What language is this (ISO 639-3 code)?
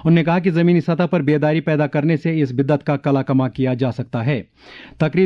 urd